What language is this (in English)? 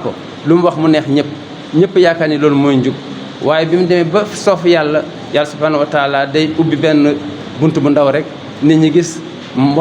Wolof